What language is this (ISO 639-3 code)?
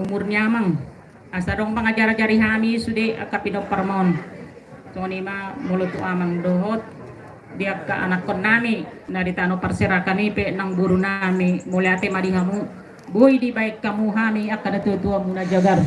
bbc